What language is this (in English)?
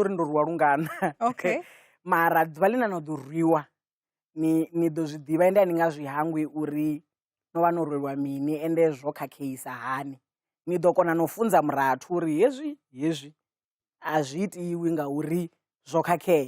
Venda